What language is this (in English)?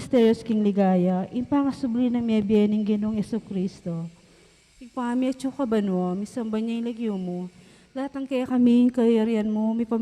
Pampanga